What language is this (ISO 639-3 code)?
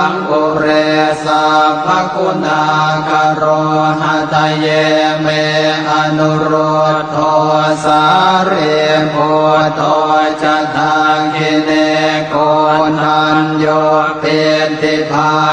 pli